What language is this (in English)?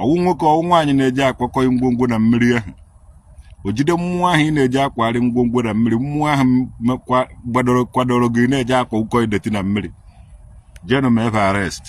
Igbo